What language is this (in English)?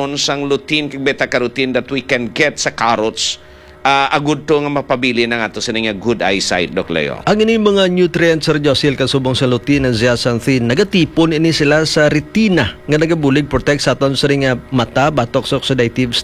Hiligaynon